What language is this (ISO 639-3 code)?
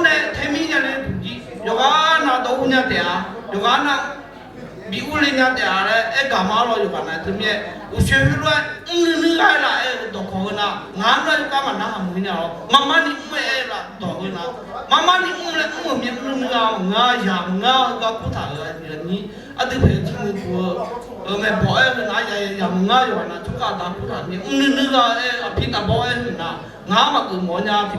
ahk